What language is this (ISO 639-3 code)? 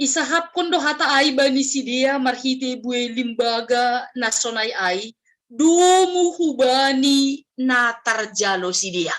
bts